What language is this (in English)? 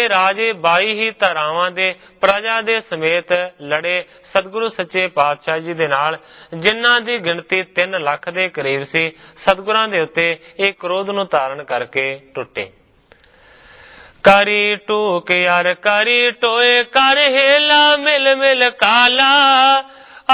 Punjabi